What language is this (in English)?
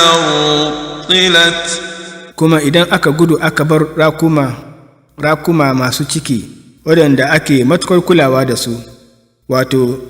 Hausa